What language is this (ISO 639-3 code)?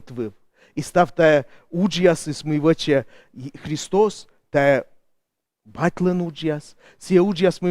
kom